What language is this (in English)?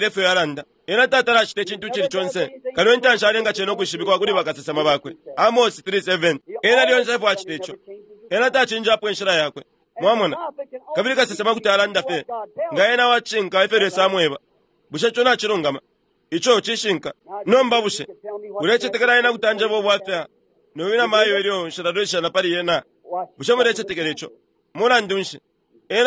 Bemba